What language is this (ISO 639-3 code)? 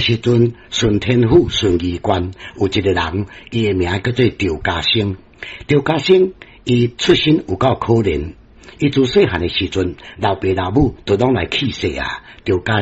nan